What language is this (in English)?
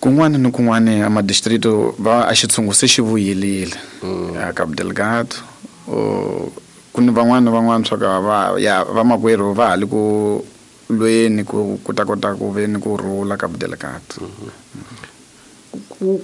Tsonga